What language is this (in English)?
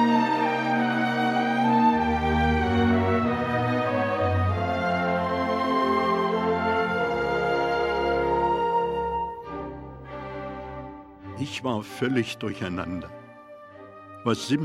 German